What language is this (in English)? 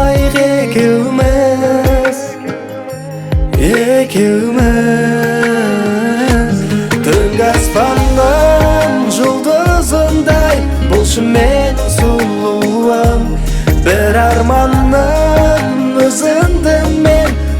Kazakh